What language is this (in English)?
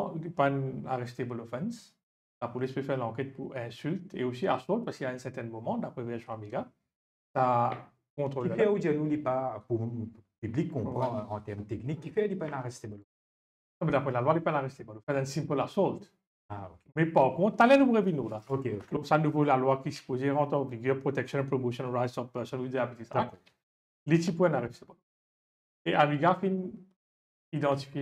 Morisyen